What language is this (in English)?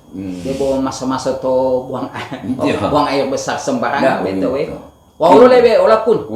Gorontalo